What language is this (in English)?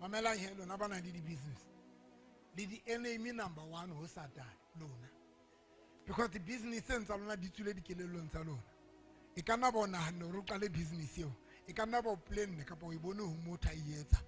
Southern Sotho